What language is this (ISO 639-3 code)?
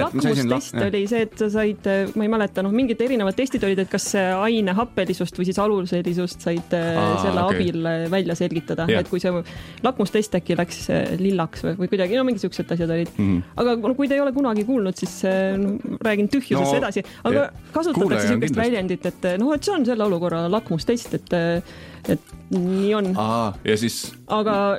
est